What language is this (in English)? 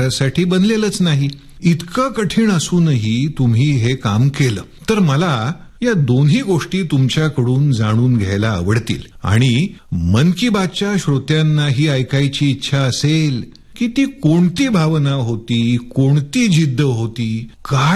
Marathi